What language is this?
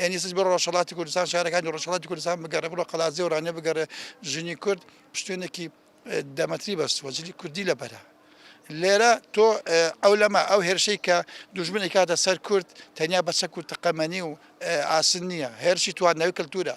Central Kurdish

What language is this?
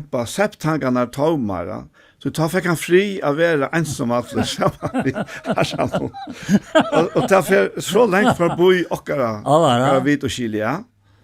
Faroese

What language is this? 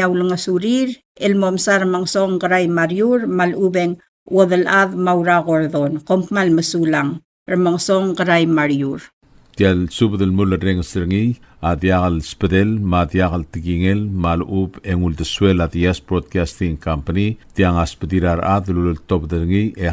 Palauan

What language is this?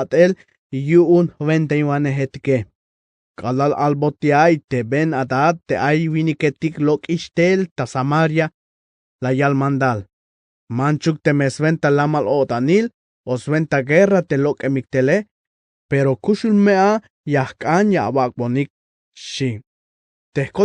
Tzeltal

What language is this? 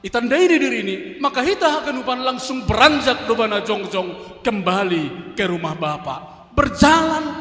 Batak Simalungun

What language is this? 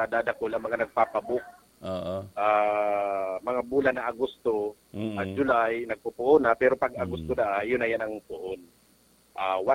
Bikol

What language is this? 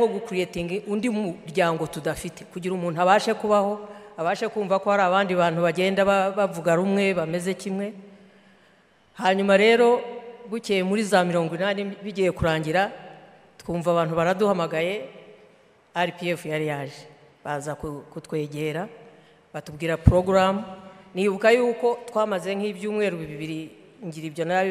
Kinyarwanda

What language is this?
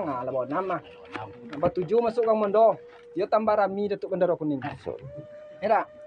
Minangkabau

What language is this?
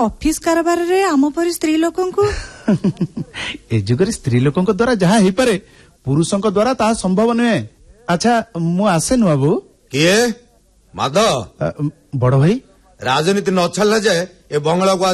Odia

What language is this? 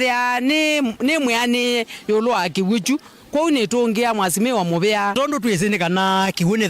Kamba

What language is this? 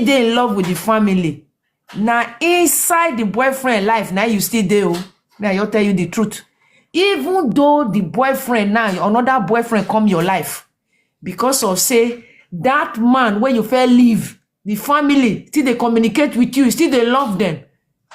Nigerian Pidgin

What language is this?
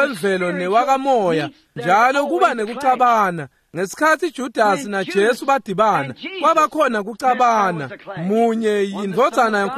Swati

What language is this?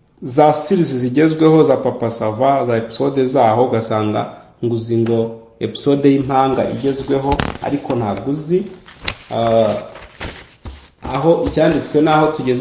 Kinyarwanda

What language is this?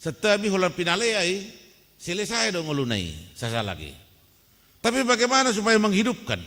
Batak Toba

